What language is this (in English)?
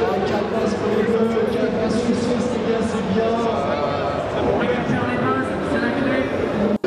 French